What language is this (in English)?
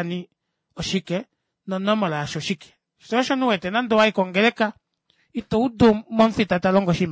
Kuanyama